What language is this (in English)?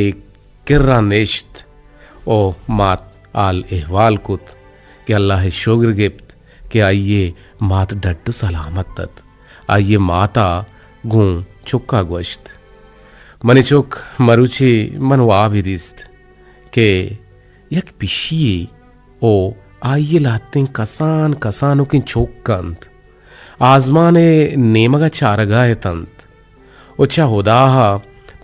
Eastern Balochi